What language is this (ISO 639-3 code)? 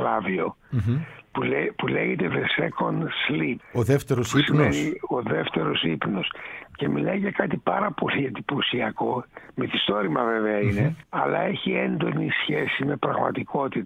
ell